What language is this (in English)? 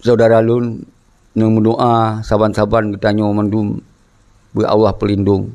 Achinese